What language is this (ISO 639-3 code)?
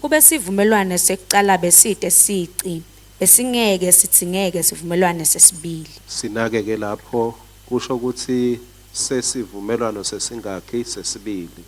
ssw